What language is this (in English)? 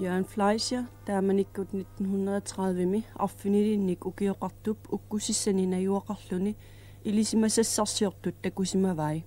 Kalaallisut